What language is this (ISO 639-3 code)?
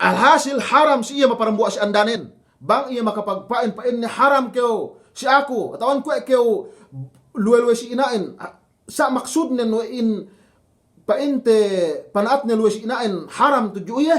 yka